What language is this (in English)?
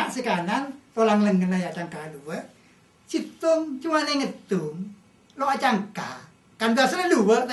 Madurese